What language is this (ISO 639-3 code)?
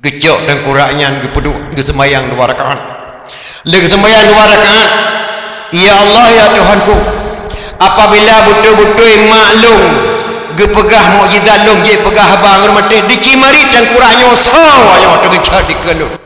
ace